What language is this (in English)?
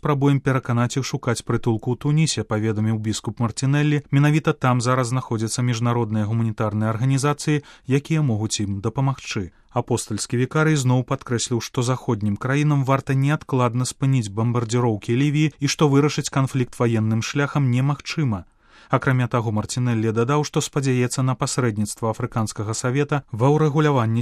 Belarusian